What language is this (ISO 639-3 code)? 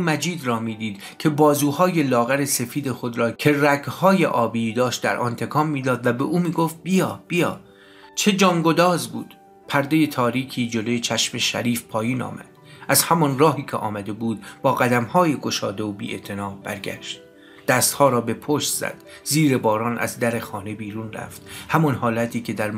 fas